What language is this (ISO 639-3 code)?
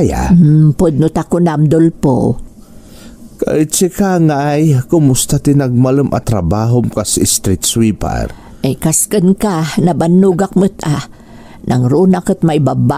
ilo